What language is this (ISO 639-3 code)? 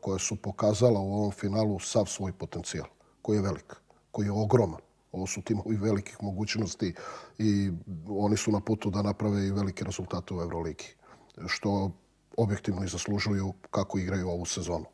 srp